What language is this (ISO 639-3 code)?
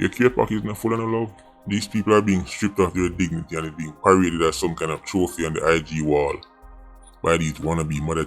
jam